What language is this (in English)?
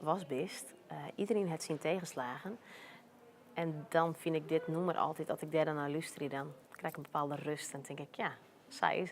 Western Frisian